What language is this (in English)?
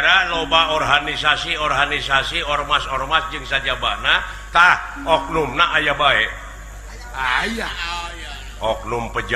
Sundanese